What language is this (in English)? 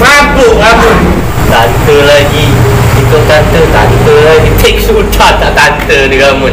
Musi